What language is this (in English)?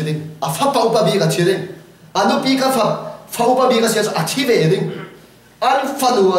Falam Chin